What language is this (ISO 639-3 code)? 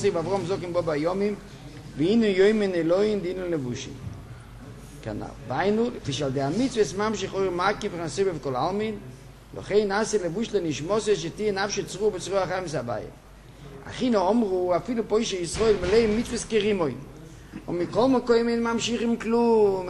heb